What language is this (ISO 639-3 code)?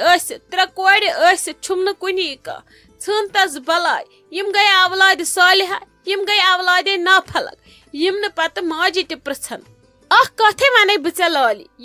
kas